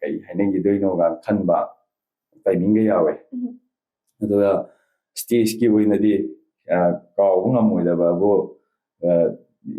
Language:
Manipuri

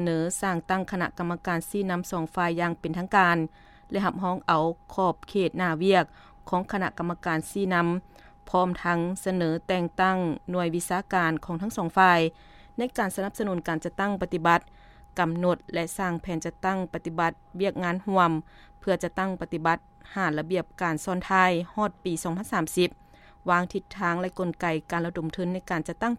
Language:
Lao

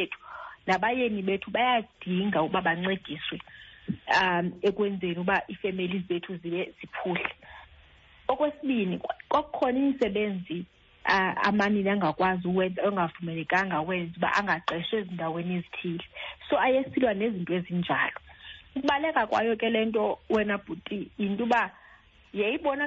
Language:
Xhosa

